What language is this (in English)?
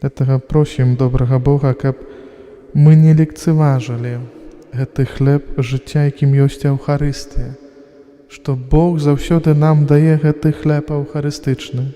Belarusian